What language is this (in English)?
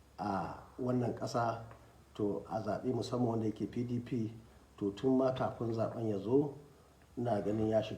Hausa